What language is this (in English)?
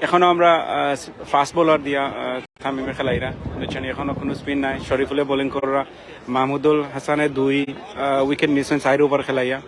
Sylheti